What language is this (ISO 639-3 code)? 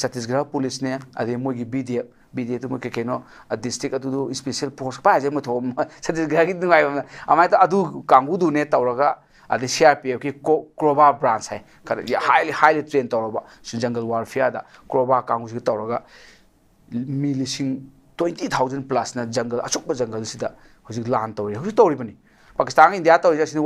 mni